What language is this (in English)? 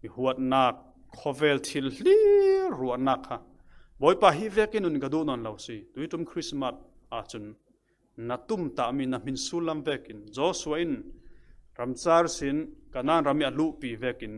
Falam Chin